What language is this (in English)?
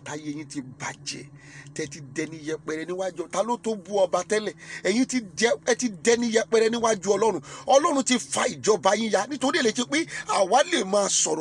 Yoruba